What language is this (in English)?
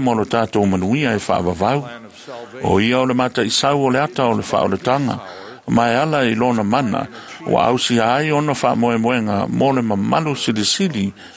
Samoan